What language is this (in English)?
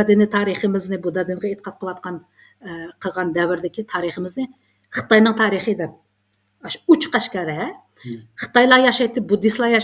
Uyghur